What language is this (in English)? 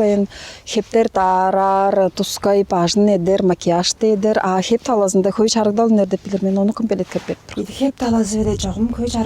Tuvinian